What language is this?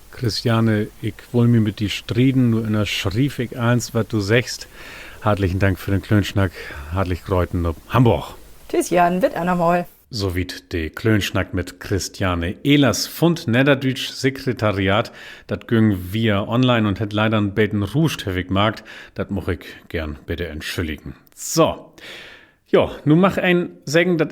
Low German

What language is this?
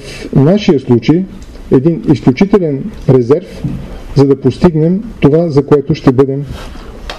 Bulgarian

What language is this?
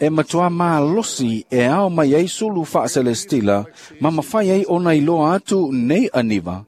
Samoan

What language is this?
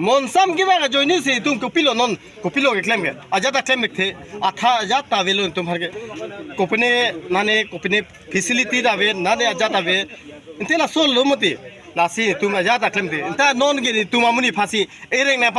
Karbi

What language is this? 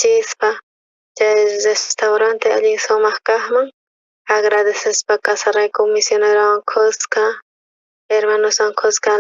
South Bolivian Quechua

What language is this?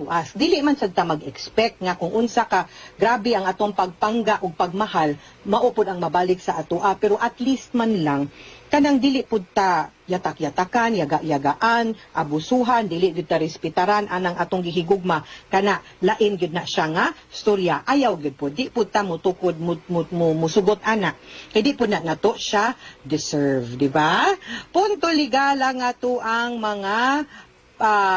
Cebuano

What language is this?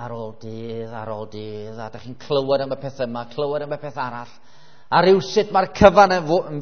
Welsh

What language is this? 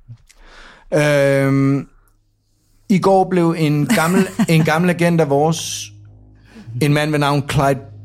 Danish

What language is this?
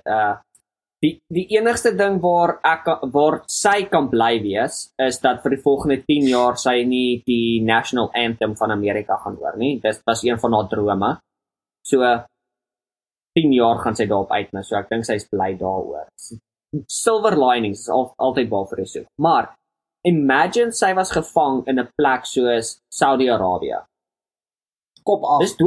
Afrikaans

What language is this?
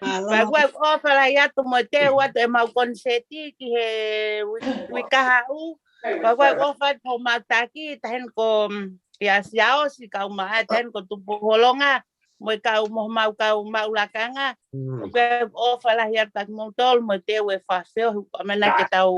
Tongan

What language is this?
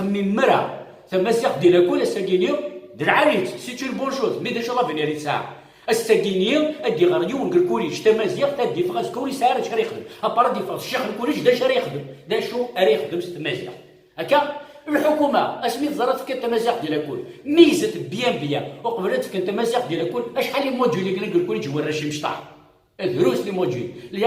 Kabyle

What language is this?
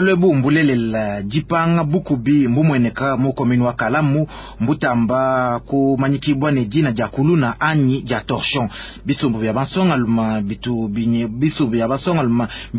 Luba-Lulua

